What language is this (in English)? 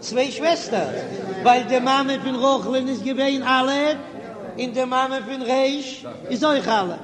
Yiddish